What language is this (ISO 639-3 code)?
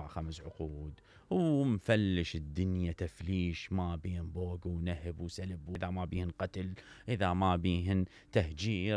acm